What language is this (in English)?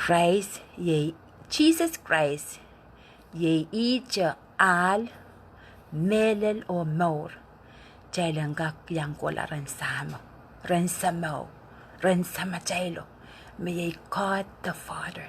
Pohnpeian